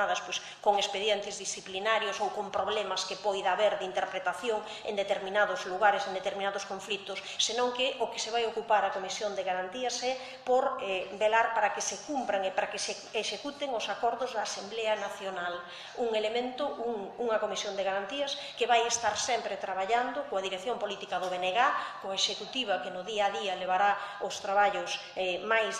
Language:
Galician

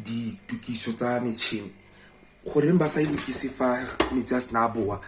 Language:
Tswana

